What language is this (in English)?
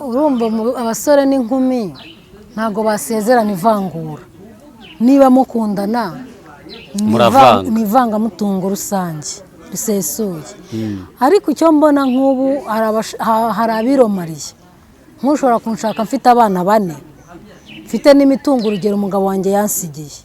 Kinyarwanda